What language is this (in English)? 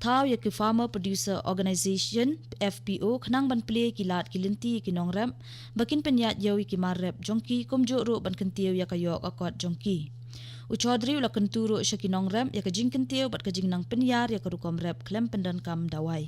Khasi